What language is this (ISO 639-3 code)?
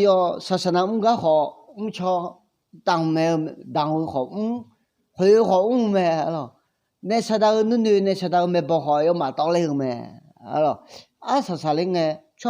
ahk